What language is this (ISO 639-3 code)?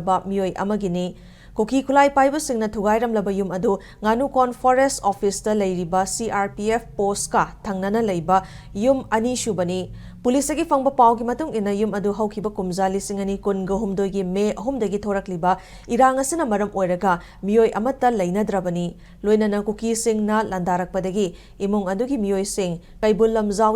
mni